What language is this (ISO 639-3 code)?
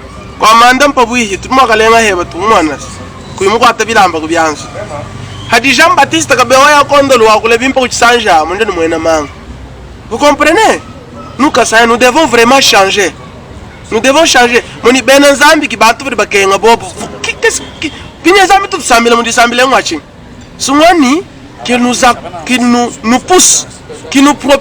lua